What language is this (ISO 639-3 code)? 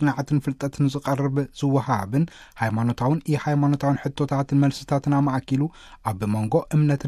tir